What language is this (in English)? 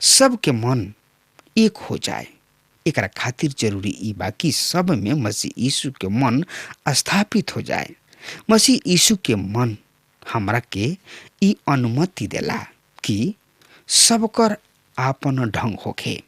Bhojpuri